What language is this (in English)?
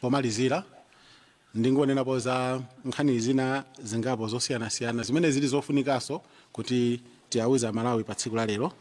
Nyanja